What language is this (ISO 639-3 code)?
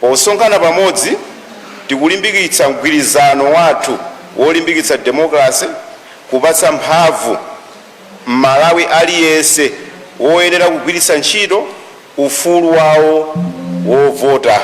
nya